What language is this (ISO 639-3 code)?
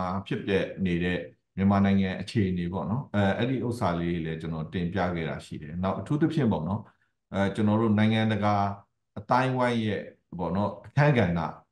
mya